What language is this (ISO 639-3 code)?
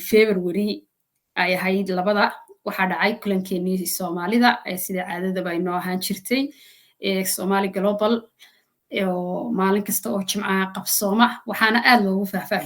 som